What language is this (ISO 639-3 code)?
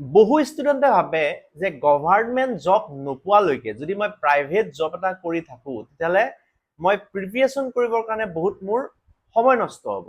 asm